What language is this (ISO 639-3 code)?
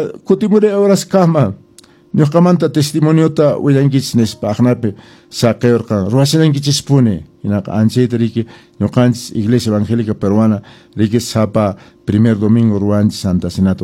que